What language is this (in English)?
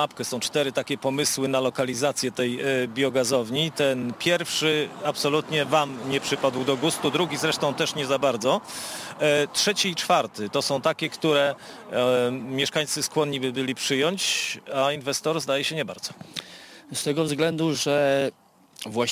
Polish